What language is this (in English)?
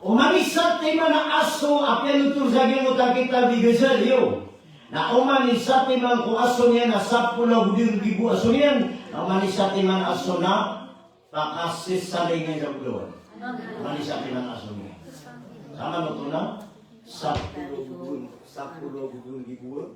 Maranao